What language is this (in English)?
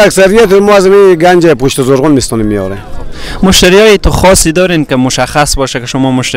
Persian